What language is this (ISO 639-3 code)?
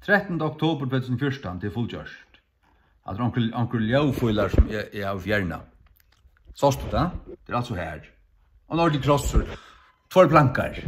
fao